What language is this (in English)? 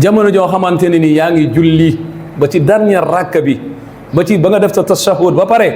Wolof